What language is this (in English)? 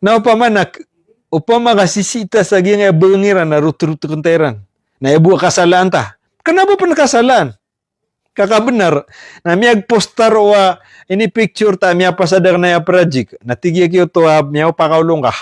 Maranao